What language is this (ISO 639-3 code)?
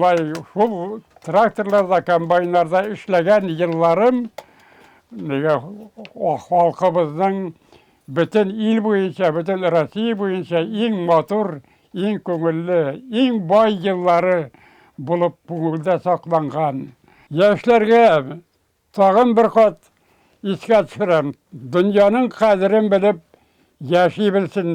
bak